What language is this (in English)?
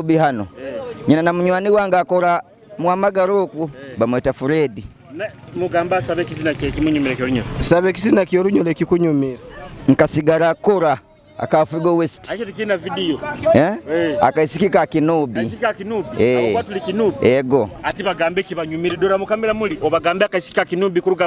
Nyoro